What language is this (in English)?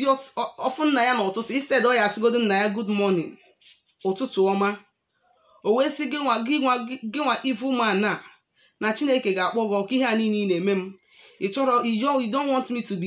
Igbo